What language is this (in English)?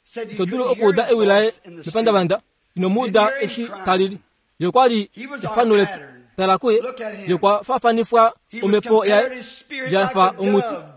Kuanyama